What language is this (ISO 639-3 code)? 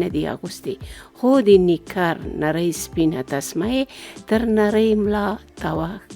pus